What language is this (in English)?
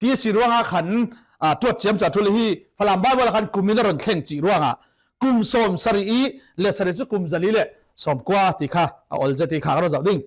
Falam Chin